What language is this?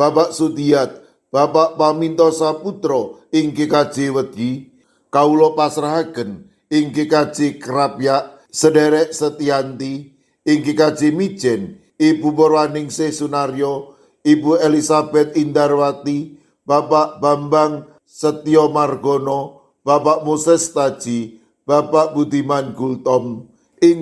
Javanese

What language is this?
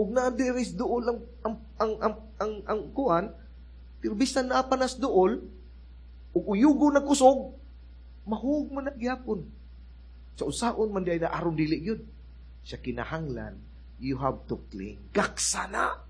Cebuano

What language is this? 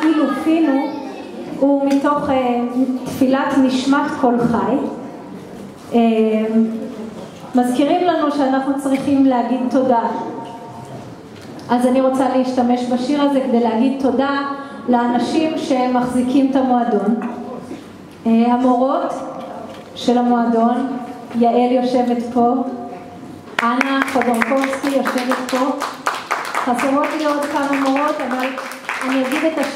Hebrew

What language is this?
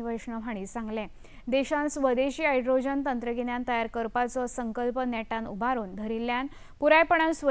Konkani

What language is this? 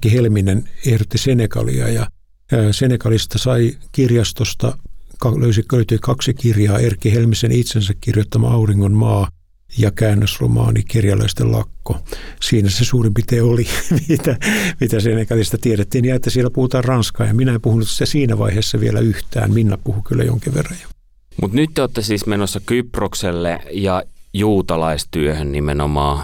Finnish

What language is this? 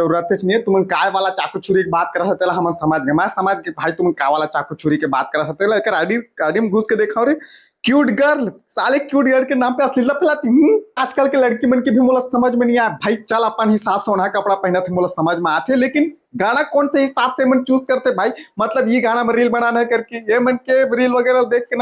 Chhattisgarhi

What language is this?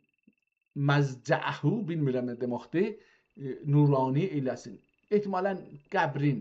South Azerbaijani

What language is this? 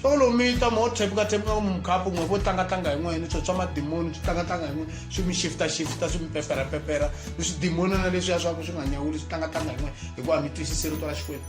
Tsonga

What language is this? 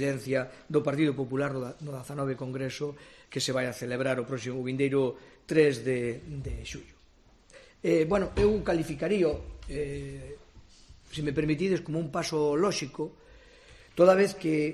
Galician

